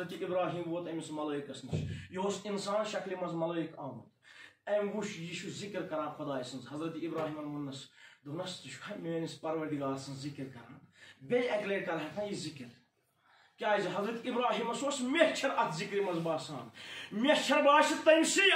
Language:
Kashmiri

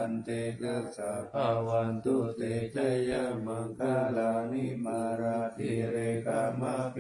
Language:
Pali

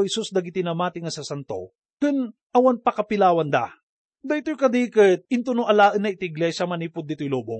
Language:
Iloko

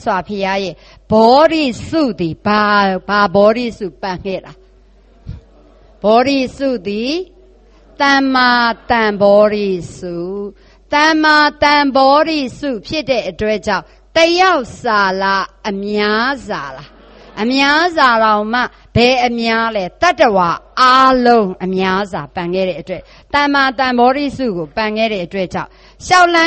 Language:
Burmese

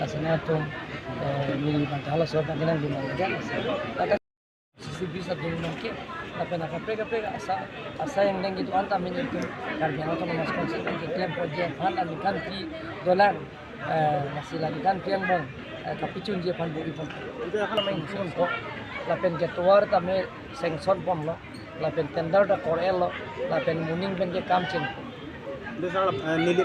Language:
Karbi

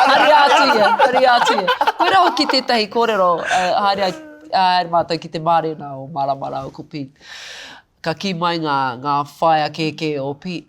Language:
Māori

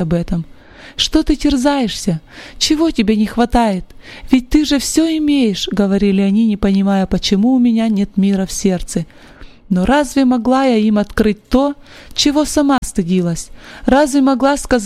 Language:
Russian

